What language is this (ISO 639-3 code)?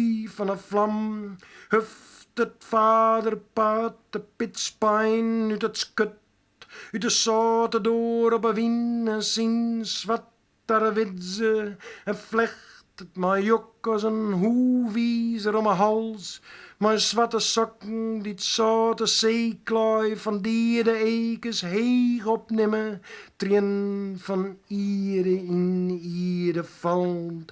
fry